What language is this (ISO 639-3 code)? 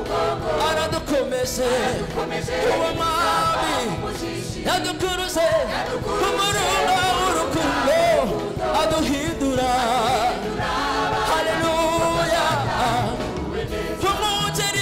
kin